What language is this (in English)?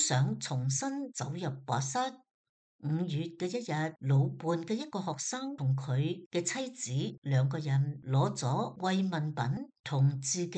Cantonese